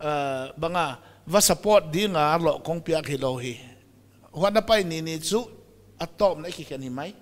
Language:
Paite Chin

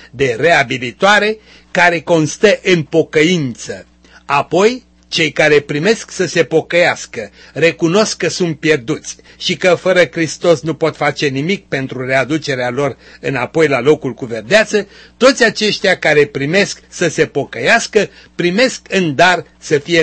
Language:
Romanian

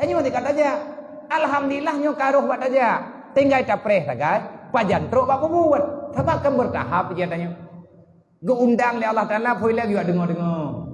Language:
Achinese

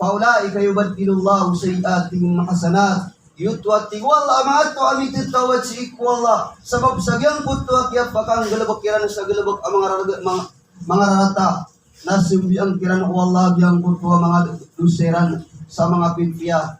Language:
Maranao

